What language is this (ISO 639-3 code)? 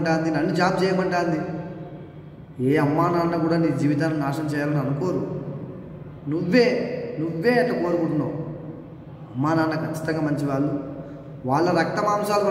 tel